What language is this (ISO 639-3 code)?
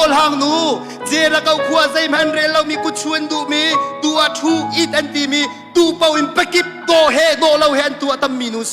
cnh